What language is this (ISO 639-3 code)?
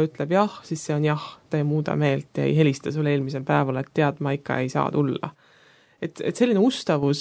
est